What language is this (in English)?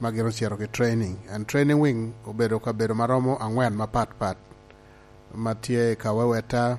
Lango (Uganda)